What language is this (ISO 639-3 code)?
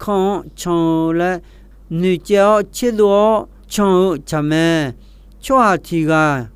ahk